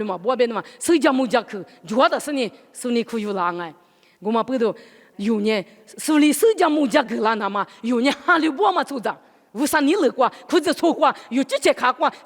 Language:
Lisu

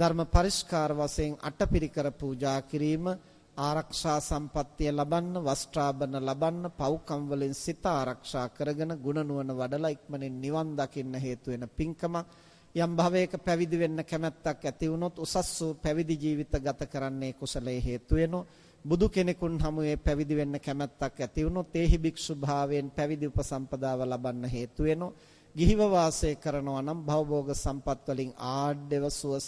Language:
Sinhala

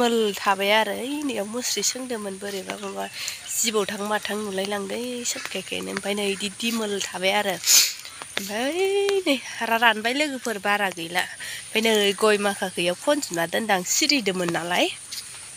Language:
Bodo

